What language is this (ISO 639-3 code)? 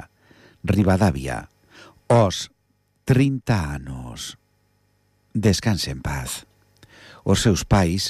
glg